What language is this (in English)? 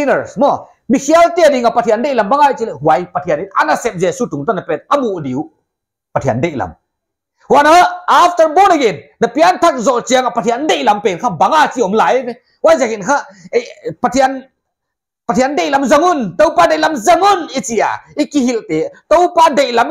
Paite Chin